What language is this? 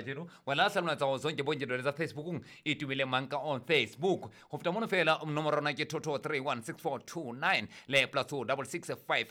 Southern Sotho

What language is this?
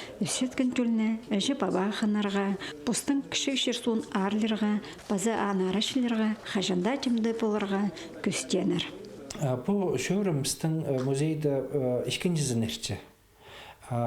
Khakas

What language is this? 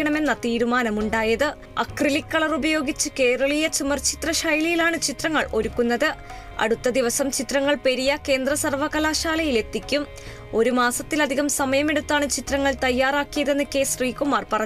Malayalam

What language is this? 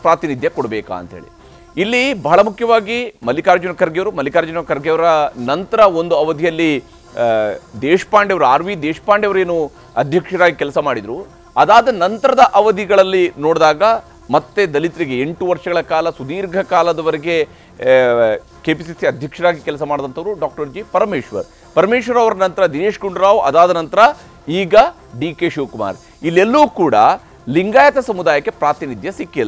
Kannada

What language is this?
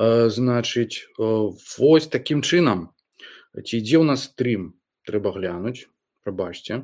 Belarusian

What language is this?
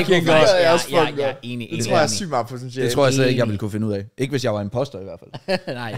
Danish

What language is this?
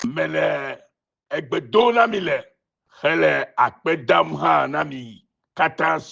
Ewe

